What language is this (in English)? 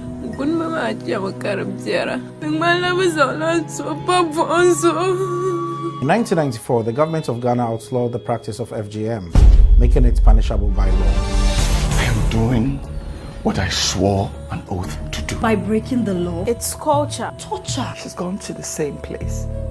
Dagbani